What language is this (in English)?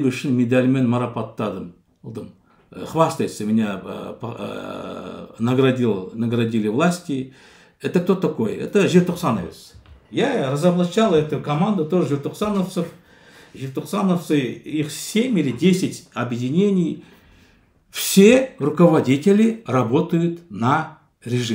Russian